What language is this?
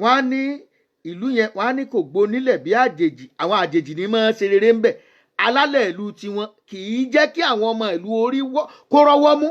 Yoruba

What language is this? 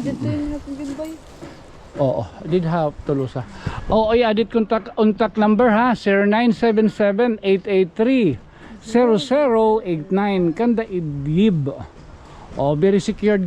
Waray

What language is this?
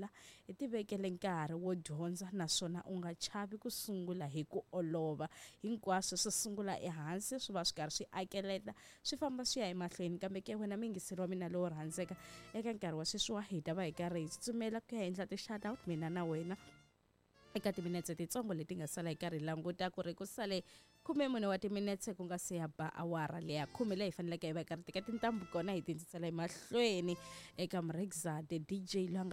Tsonga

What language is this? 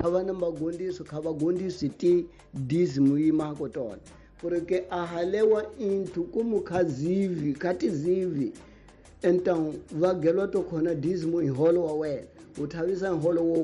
Tsonga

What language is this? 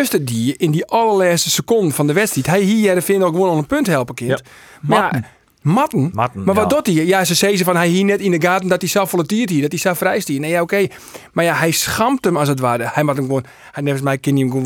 Western Frisian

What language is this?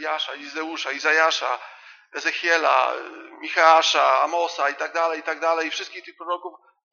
Polish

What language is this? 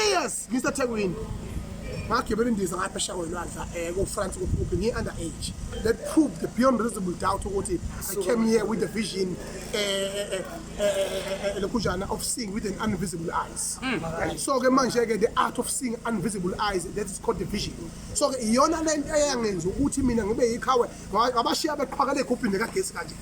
Zulu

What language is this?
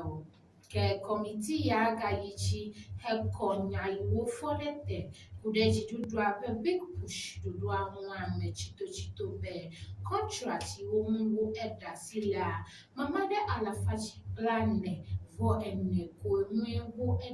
Ewe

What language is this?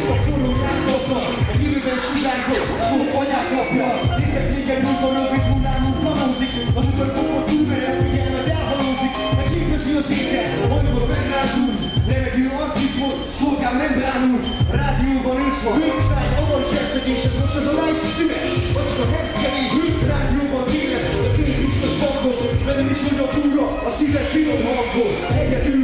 Hungarian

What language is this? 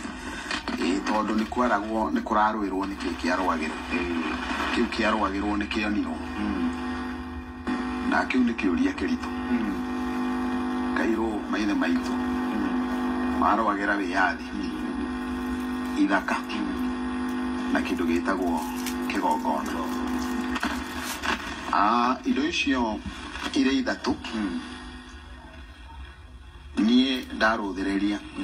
Kikuyu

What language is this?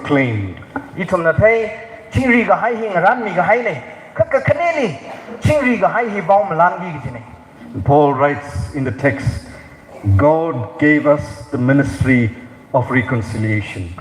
Tangkhul Naga (India)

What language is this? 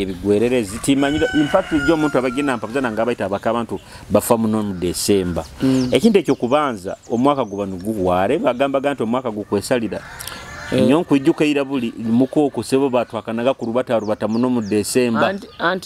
Nyoro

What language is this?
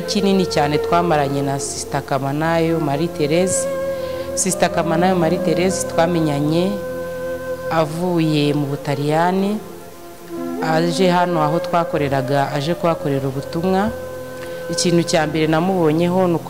Kinyarwanda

